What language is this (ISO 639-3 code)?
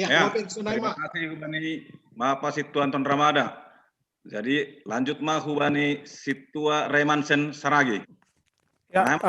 bts